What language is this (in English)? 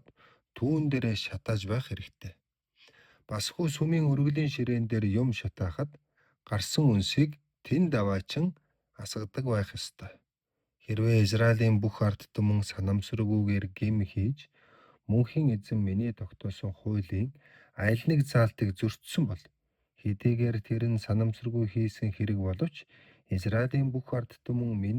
Mongolian